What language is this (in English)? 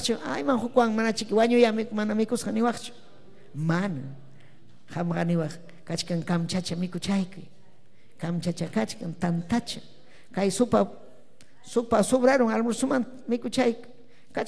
Ayacucho Quechua